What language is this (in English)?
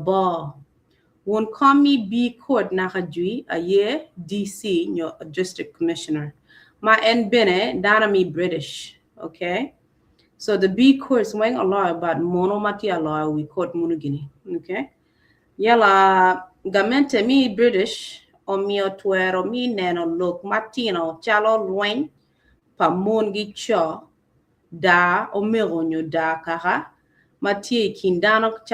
Acoli